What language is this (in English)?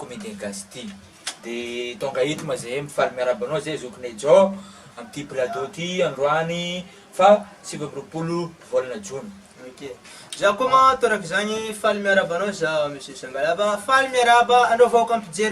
Malagasy